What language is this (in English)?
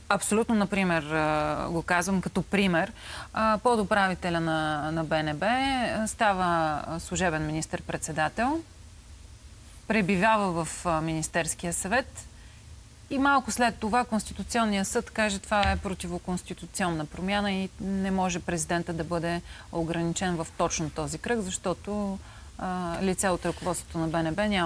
Bulgarian